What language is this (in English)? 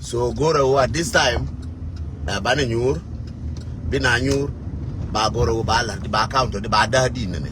Nuer